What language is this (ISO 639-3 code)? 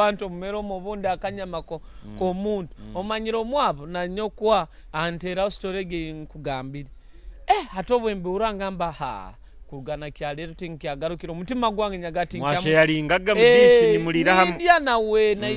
nyo